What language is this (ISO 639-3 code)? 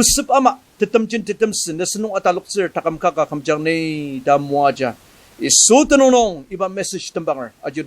njo